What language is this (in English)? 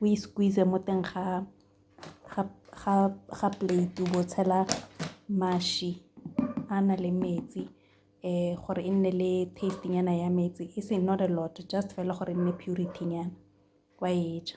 Tswana